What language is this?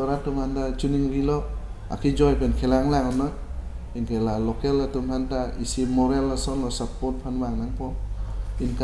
Karbi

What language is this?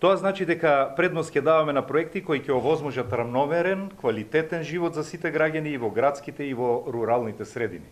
Macedonian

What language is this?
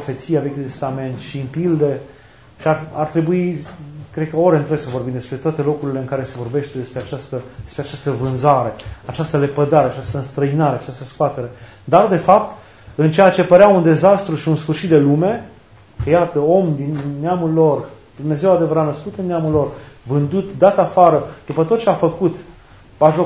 Romanian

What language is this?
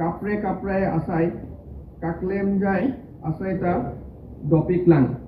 Karbi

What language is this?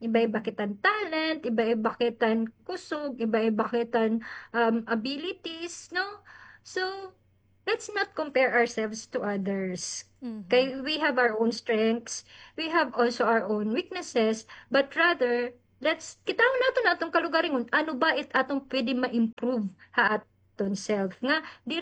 Waray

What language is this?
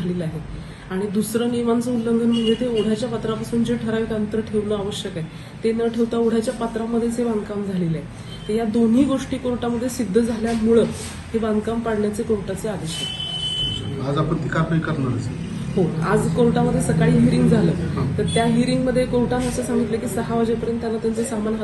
Marathi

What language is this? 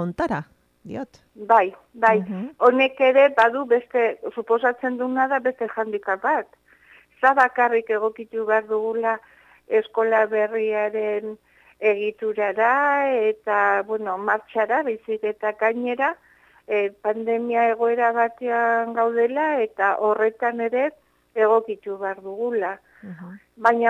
Basque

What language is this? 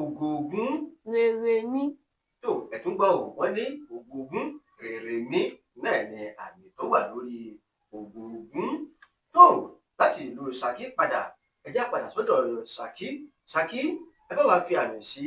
Yoruba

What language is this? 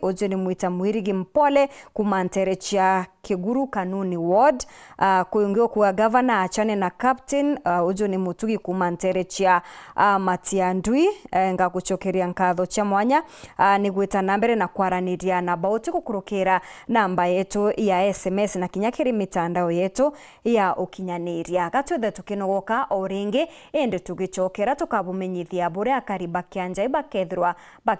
Meru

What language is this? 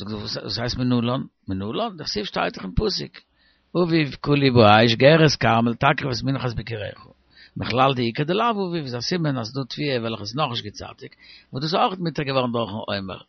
Yiddish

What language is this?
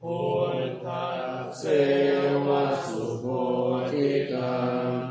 Pali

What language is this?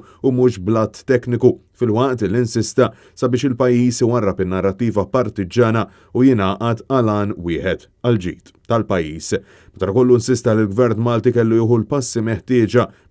Maltese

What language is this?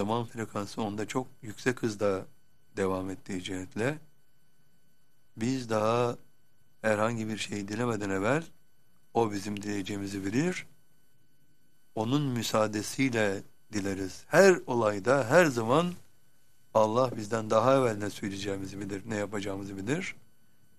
Turkish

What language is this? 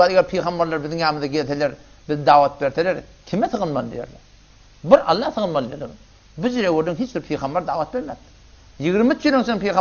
Turkmen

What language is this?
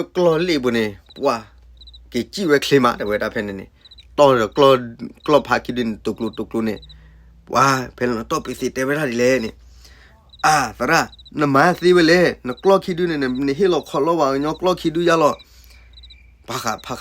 S'gaw Karen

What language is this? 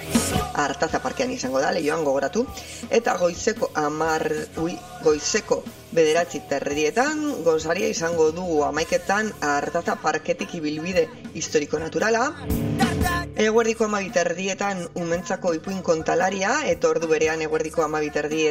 Basque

